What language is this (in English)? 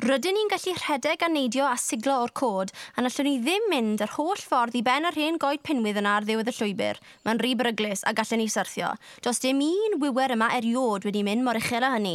Welsh